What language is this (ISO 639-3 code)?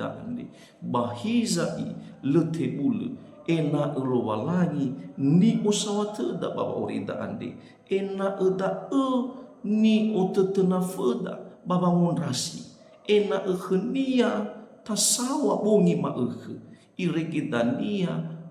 nia